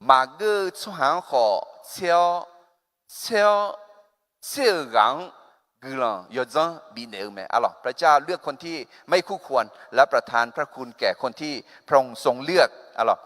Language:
Akha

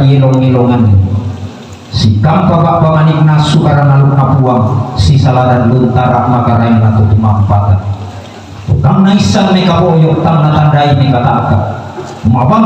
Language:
Toraja-Sa'dan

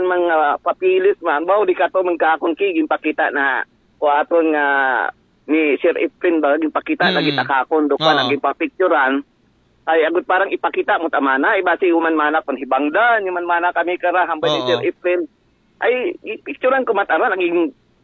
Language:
Aklanon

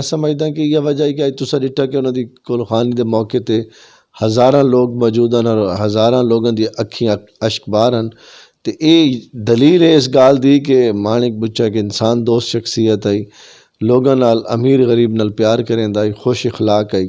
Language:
Saraiki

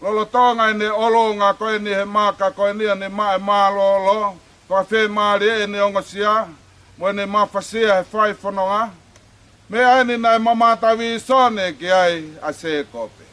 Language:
Tongan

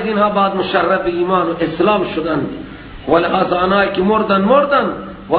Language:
Persian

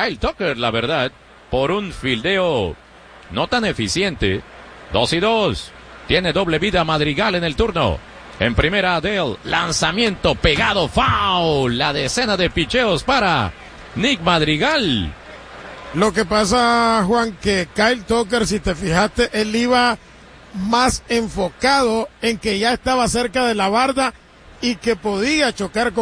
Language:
Spanish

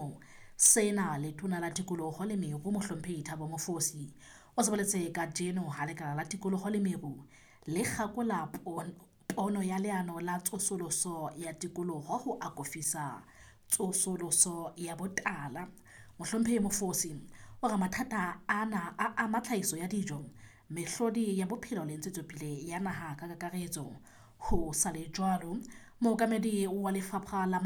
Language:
Southern Sotho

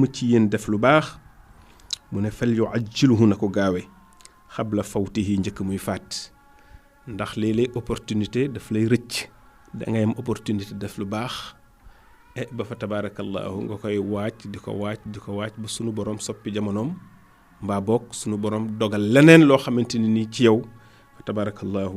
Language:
Wolof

